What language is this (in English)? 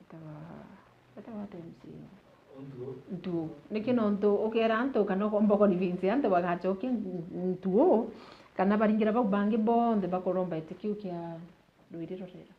Meru